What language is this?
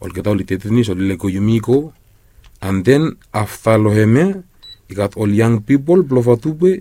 Bislama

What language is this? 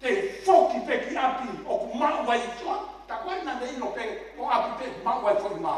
Tongan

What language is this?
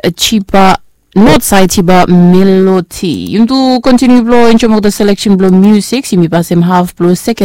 Bislama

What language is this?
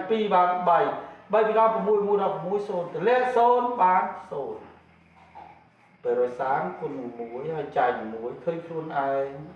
Khmer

